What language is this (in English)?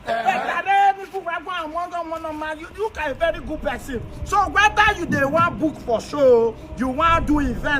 Nigerian Pidgin